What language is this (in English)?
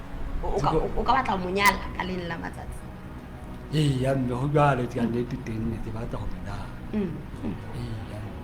Southern Sotho